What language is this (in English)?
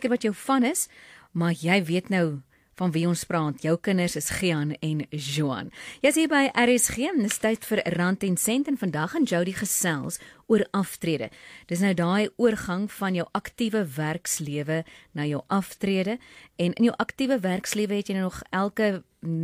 Afrikaans